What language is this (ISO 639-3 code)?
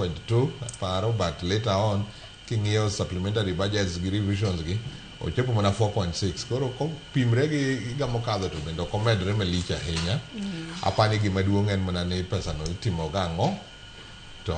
luo